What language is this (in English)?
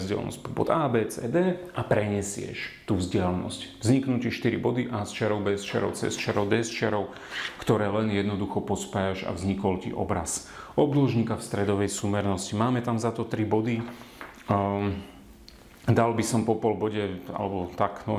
Slovak